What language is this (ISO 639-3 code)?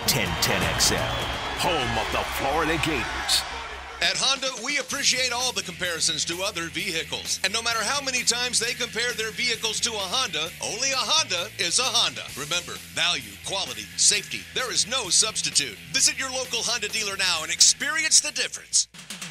eng